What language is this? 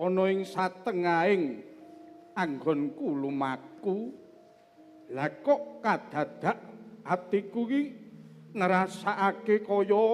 Javanese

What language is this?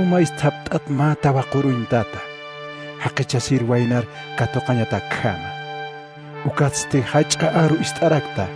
Aymara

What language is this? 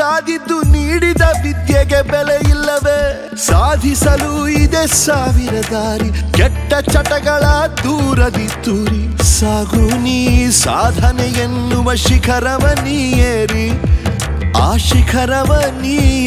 Kannada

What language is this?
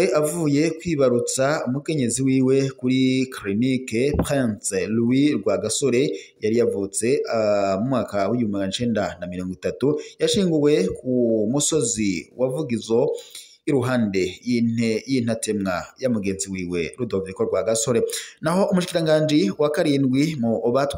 Rundi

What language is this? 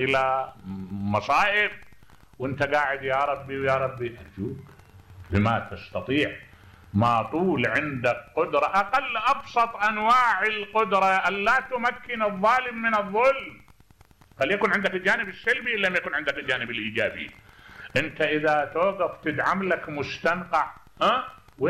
Mesopotamian Arabic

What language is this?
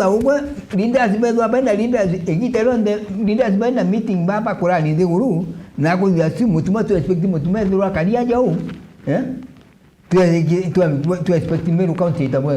Meru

